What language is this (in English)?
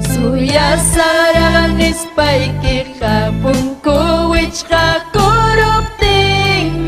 Ayacucho Quechua